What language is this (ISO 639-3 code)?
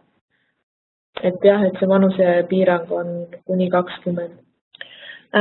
est